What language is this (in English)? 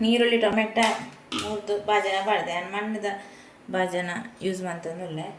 Tulu